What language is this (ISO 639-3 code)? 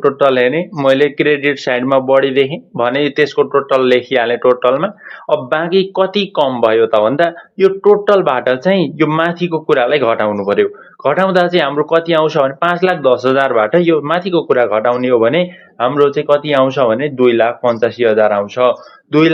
nep